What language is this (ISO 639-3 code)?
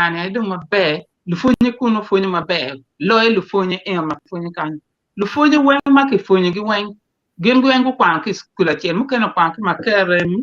ach